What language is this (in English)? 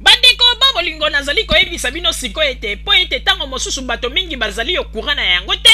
Lingala